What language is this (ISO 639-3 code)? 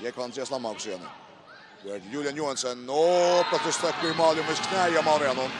fao